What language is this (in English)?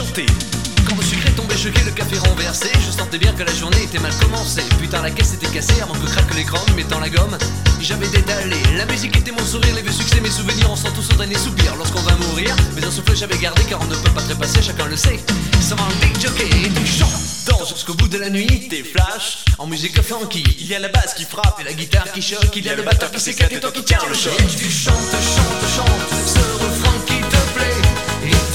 French